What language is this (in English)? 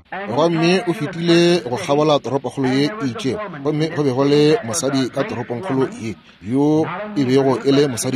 Northern Sotho